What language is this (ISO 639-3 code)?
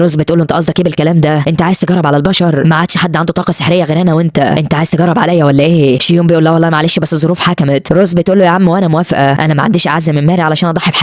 arz